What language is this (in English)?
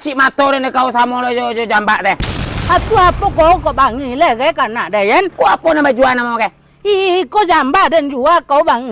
Minangkabau